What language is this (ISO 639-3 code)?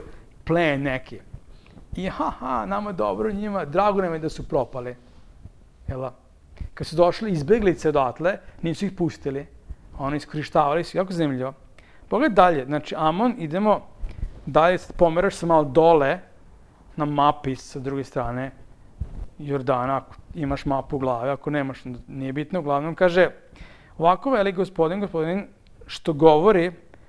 srp